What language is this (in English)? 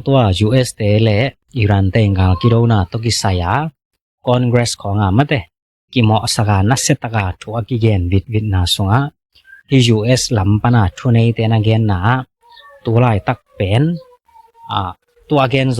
Tedim Chin